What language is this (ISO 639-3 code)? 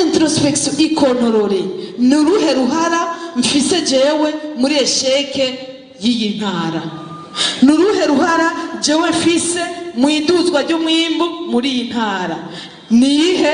run